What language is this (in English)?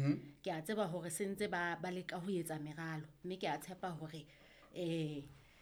Southern Sotho